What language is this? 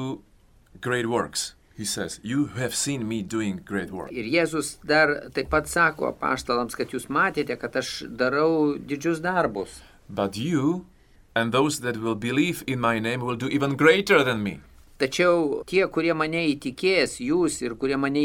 Lithuanian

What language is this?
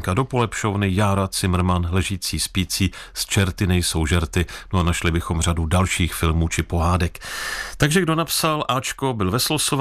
Czech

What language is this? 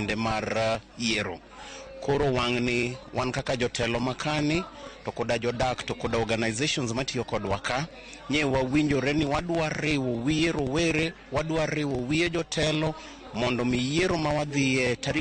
Luo (Kenya and Tanzania)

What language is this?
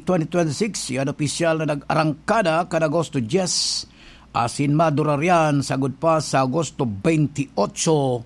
Bikol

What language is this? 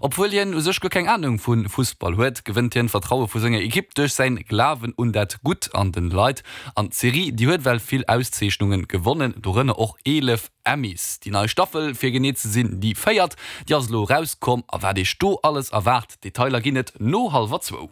Luxembourgish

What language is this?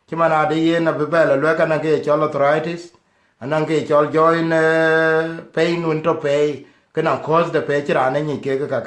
Dinka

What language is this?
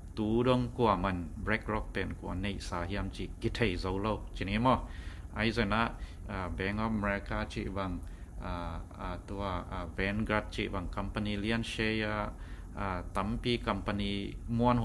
Tedim Chin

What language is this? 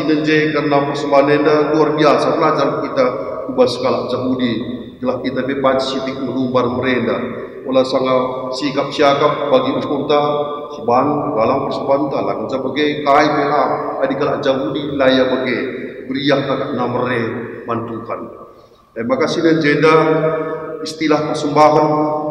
Batak Karo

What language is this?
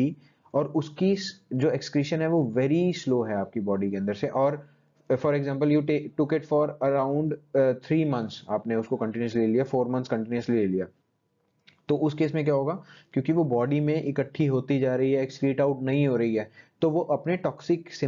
Hindi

